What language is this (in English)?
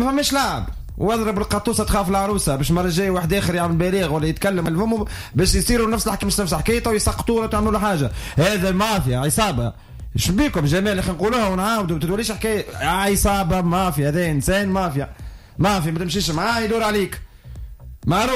Tunisian Arabic